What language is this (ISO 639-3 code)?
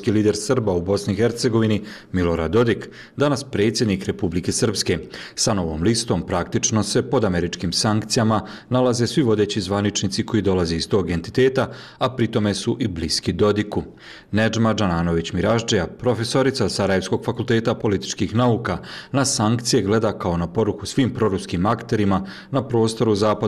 bos